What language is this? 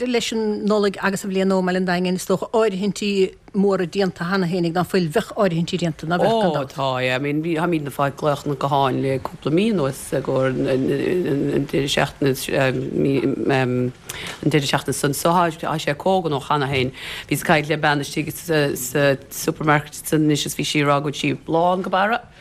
Irish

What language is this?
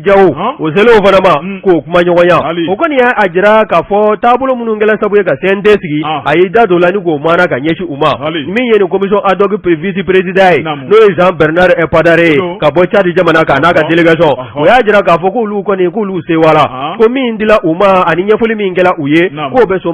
Bambara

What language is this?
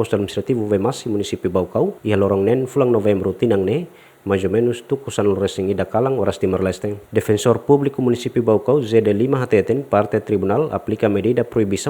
Tetum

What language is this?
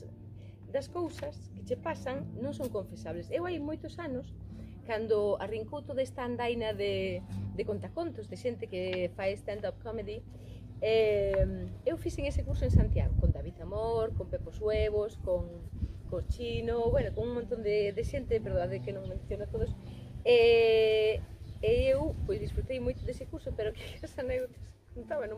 Galician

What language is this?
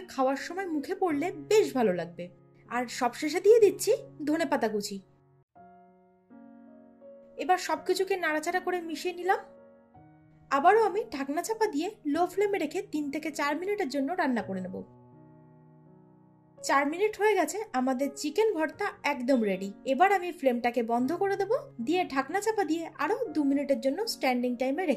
Bangla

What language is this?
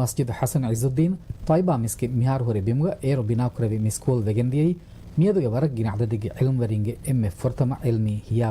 Divehi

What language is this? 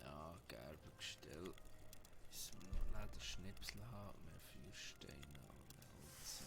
Swiss German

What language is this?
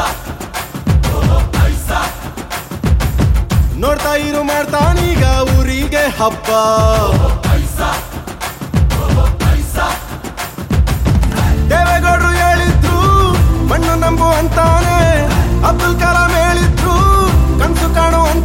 Kannada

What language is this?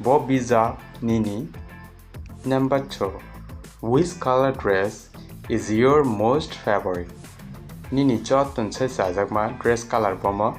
Kok Borok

